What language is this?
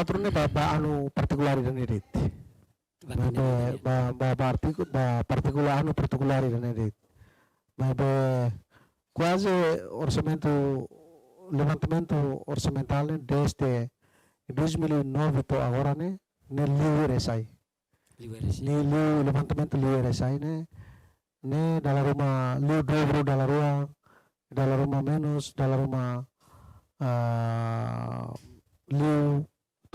Tetum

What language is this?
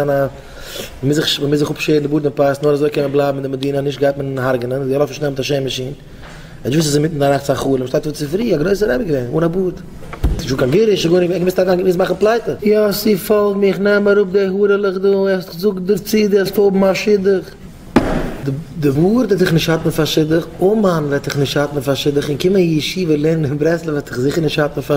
Yiddish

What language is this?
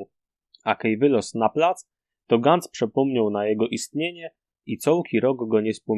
Silesian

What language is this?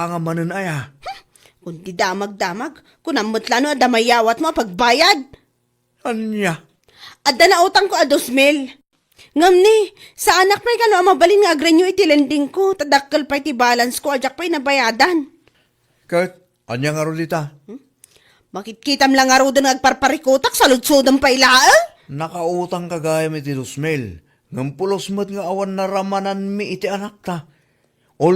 Iloko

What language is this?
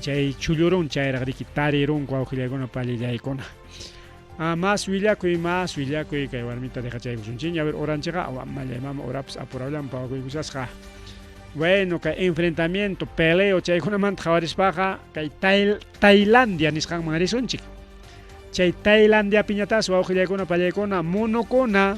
Ayacucho Quechua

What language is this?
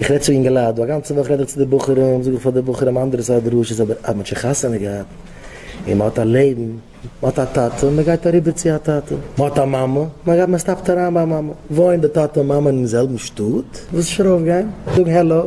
Yiddish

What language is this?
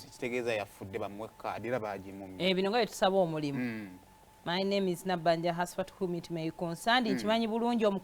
Ganda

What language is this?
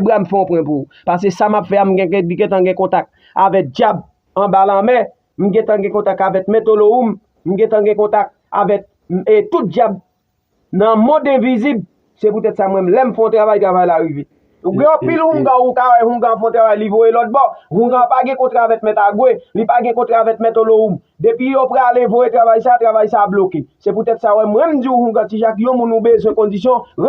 Haitian Creole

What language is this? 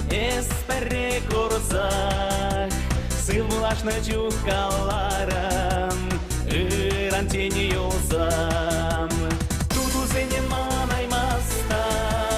Chuvash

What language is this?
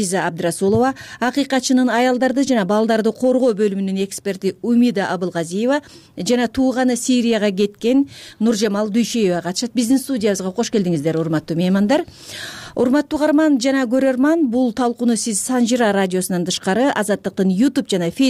Kyrgyz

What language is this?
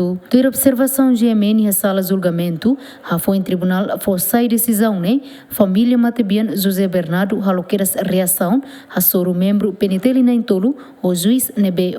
Tetum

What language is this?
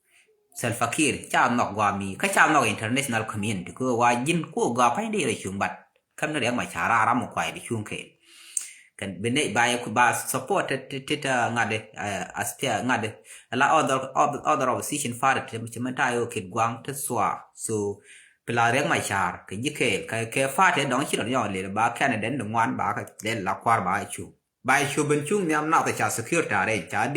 Nuer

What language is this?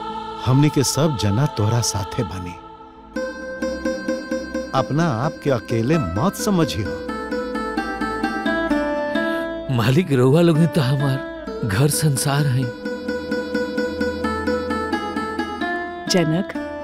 Bhojpuri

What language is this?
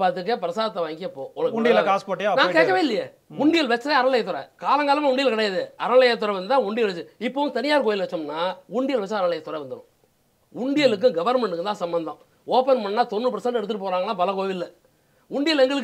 Tamil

